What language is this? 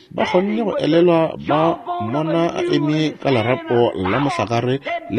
Northern Sotho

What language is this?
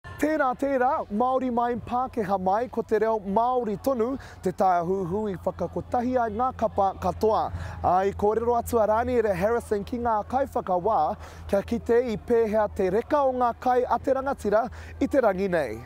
Māori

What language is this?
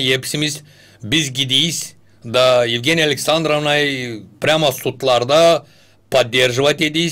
Gagauz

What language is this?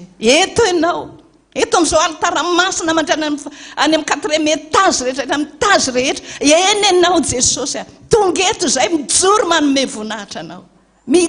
Malagasy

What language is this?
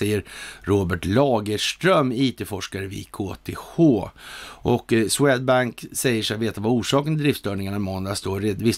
Swedish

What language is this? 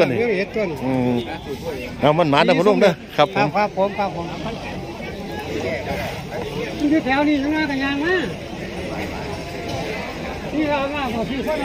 Northeastern Thai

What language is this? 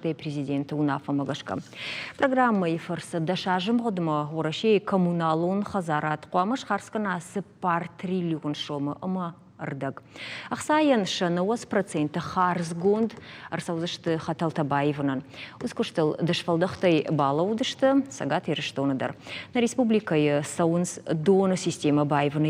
Ossetic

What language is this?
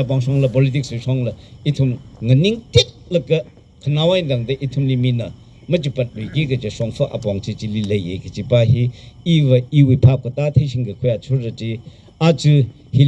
Tangkhul Naga (India)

